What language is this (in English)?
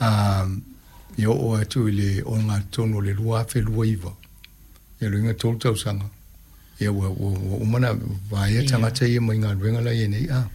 Samoan